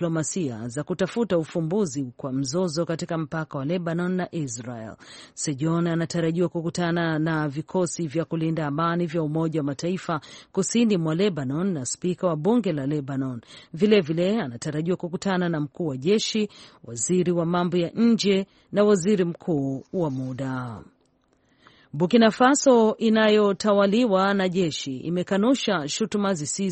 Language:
Swahili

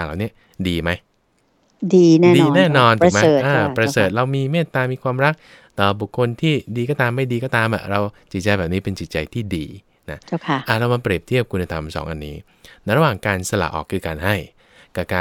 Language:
Thai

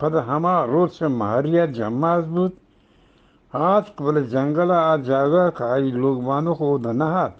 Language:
Eastern Balochi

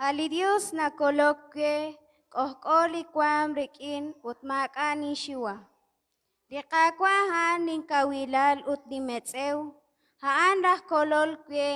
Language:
Kekchí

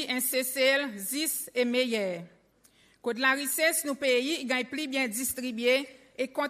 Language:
Seselwa Creole French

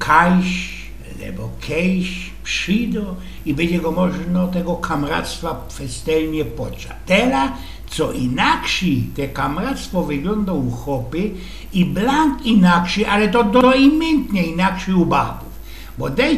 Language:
Silesian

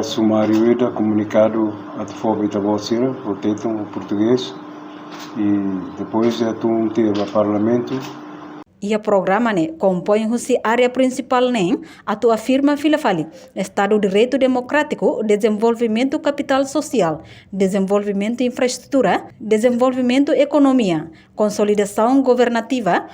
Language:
Tetum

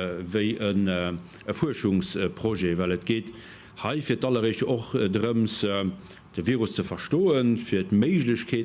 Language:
Luxembourgish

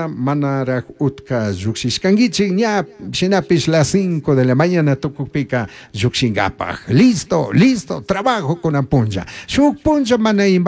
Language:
Chimborazo Highland Quichua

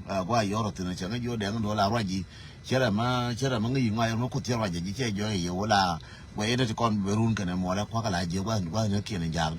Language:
Nuer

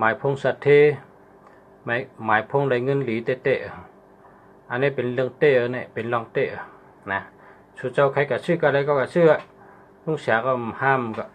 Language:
Shan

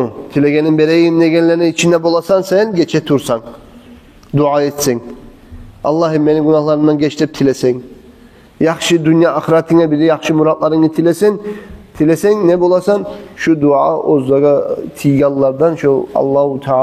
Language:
Kumyk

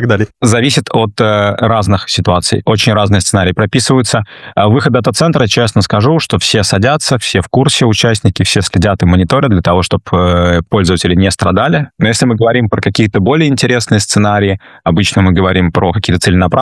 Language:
Russian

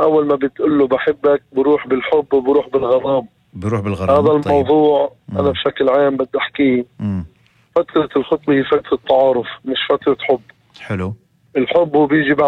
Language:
North Levantine Arabic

